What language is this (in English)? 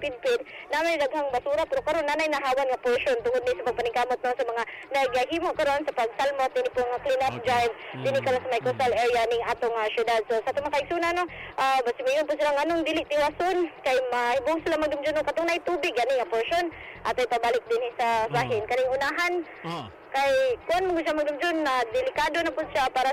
Cebuano